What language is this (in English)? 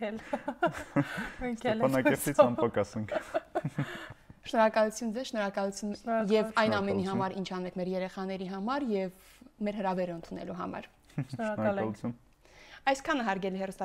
Armenian